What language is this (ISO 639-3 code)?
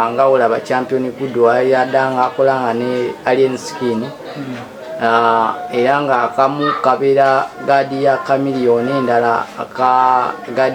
lug